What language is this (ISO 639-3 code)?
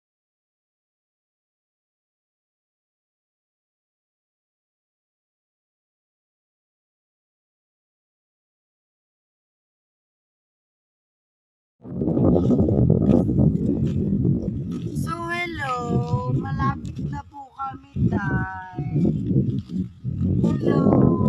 fil